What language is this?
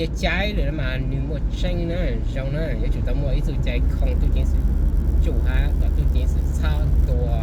Hmong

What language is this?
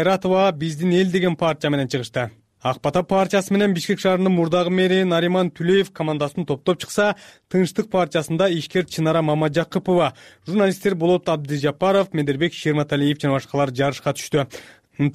Kyrgyz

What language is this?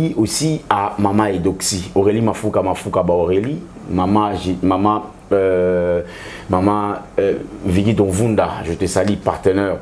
Lingala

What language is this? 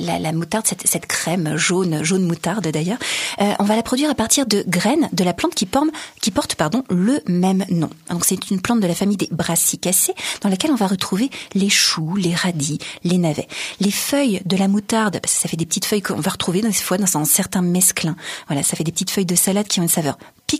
French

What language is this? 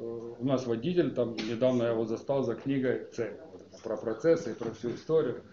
Russian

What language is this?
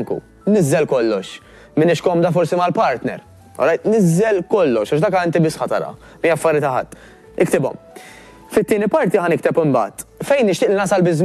Maltese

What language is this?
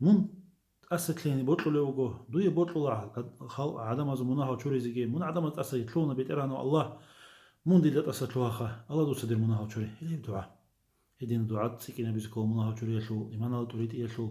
Avaric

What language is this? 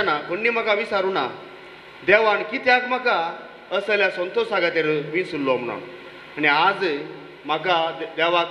Konkani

